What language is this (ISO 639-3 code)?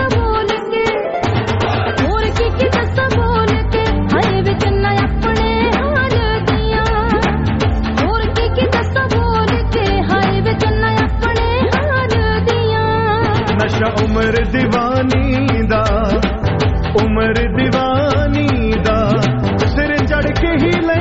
pan